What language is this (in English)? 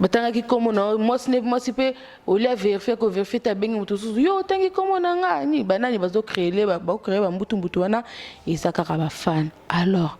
Lingala